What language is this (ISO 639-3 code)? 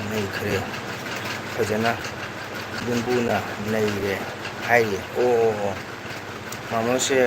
mni